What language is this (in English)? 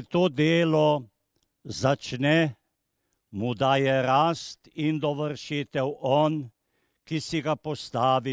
Slovenian